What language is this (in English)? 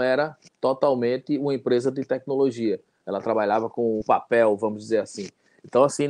Portuguese